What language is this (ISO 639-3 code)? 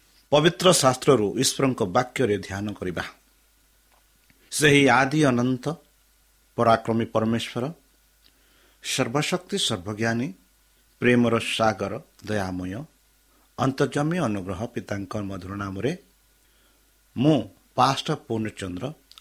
ori